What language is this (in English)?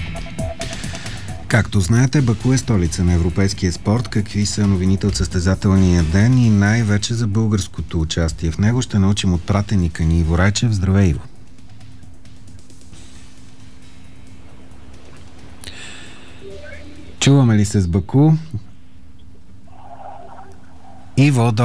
Bulgarian